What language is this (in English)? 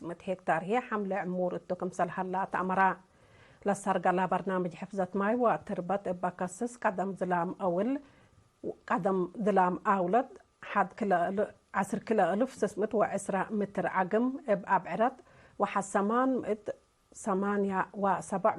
Tigre